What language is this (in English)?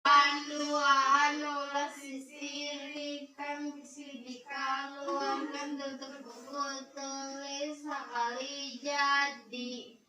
Sundanese